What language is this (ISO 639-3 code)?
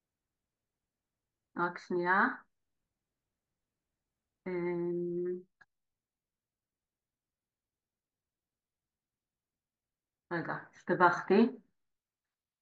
heb